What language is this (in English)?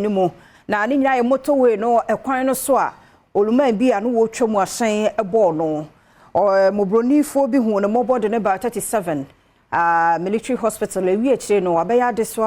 Akan